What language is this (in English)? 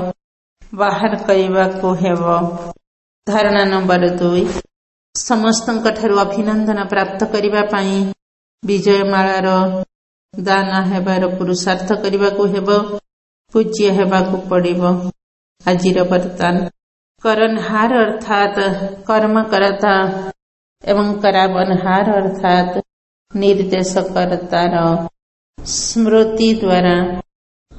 Odia